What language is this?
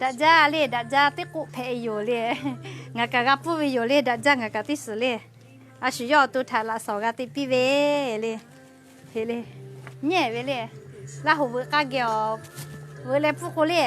Lahu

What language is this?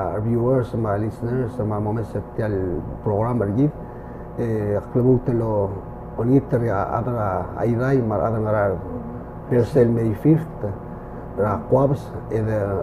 Palauan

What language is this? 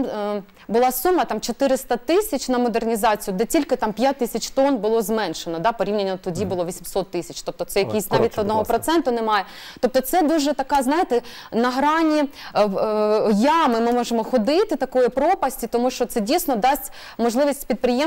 Ukrainian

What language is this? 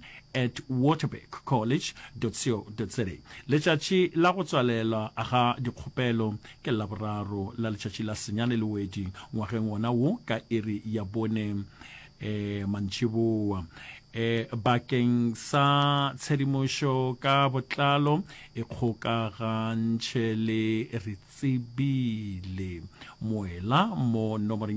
Northern Sotho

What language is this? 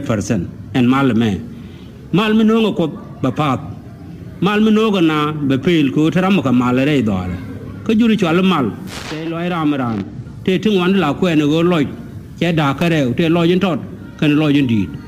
Nuer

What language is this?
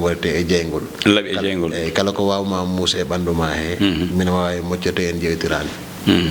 Fula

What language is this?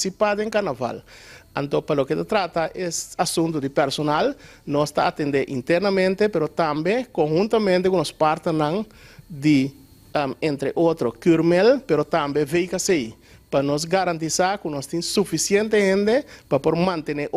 Papiamento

